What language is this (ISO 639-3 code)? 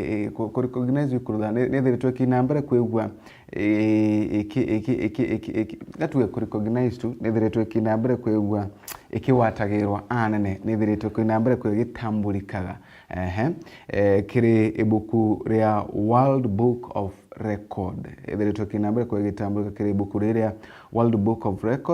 mer